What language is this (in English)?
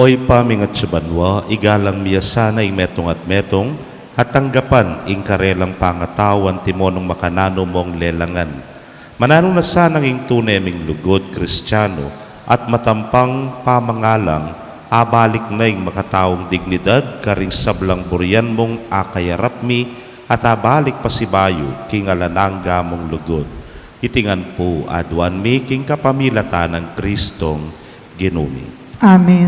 Pampanga